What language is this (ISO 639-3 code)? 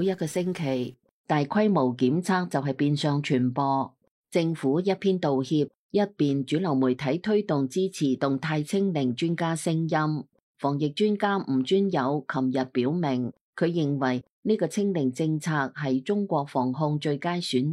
yue